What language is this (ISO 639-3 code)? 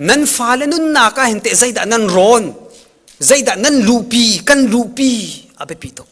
cnh